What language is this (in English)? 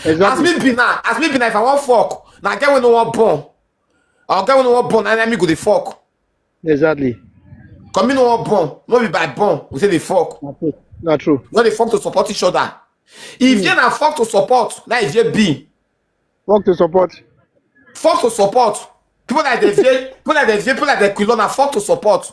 Nigerian Pidgin